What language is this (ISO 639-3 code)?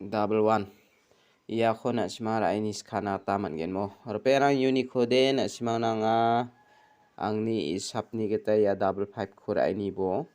grt